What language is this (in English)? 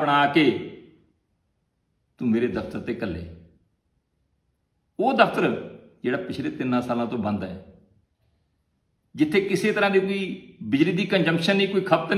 Punjabi